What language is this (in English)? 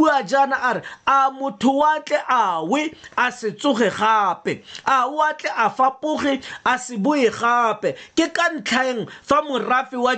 Tswana